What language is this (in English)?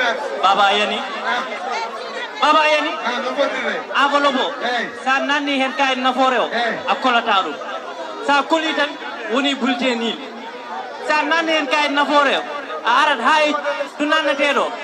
Fula